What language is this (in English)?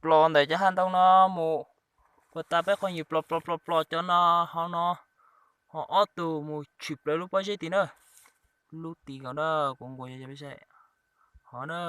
Hmong